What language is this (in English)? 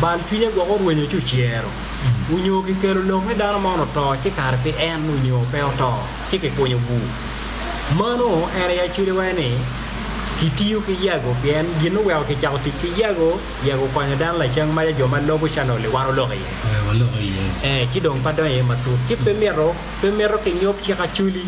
Acoli